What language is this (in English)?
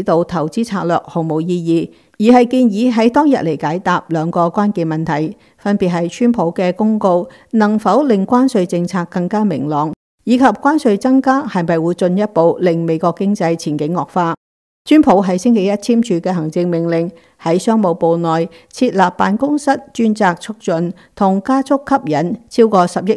Cantonese